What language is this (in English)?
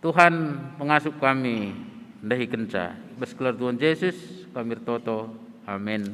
Batak Karo